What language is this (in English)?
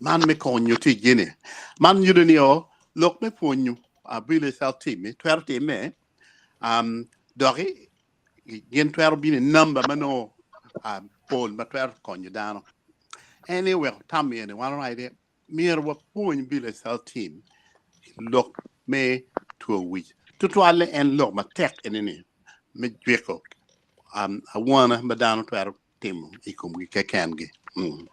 Acoli